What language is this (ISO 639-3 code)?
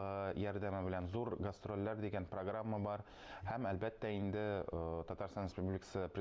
tat